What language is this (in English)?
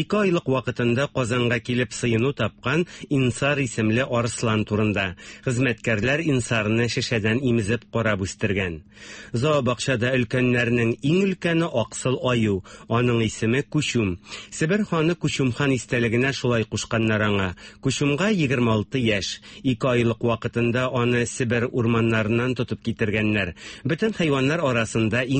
Tatar